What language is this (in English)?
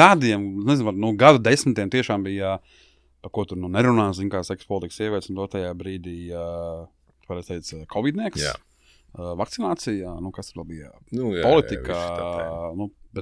Latvian